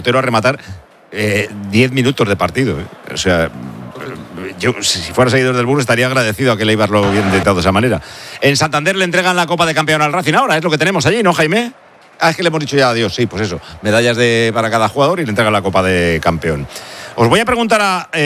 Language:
Spanish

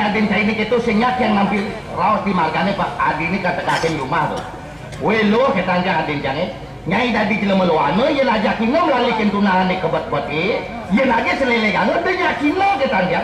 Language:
Balinese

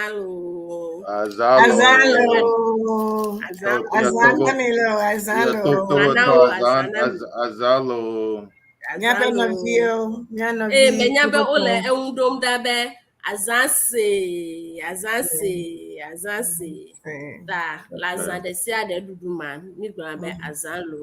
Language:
Ewe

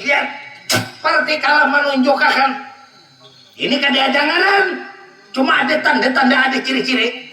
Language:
Banjar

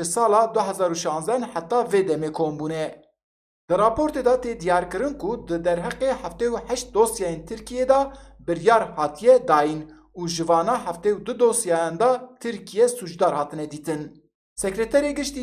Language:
Kurdish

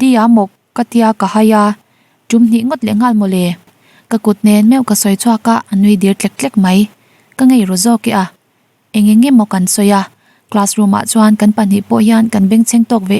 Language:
Mizo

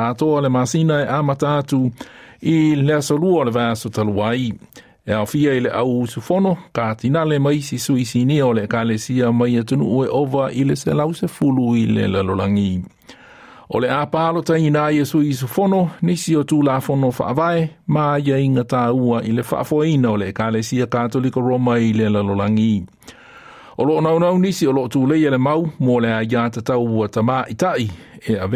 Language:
Samoan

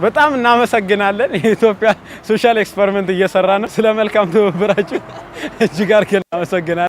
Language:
Amharic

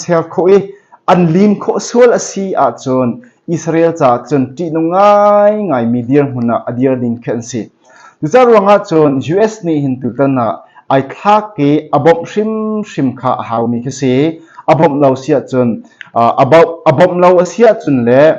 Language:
Hakha Chin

